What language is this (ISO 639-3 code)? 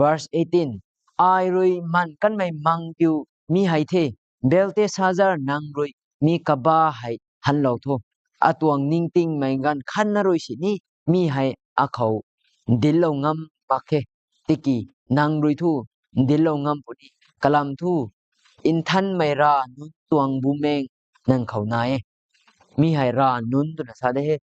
nbu